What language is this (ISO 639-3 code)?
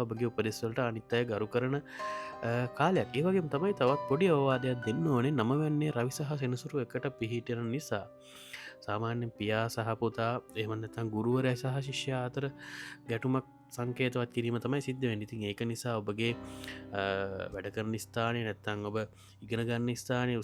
sin